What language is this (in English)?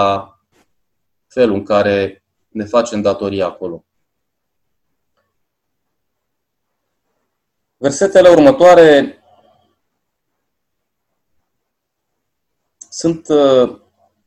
Romanian